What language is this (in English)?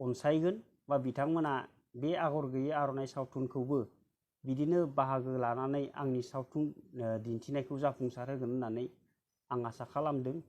Bodo